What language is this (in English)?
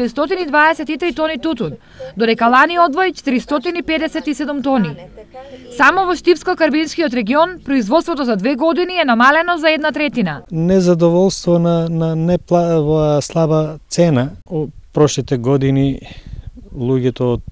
Macedonian